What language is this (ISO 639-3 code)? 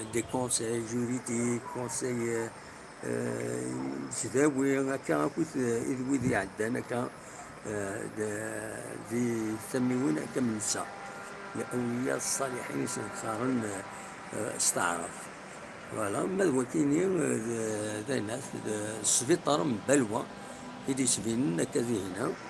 kab